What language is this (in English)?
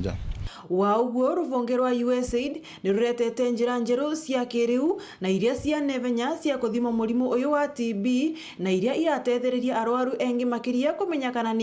Meru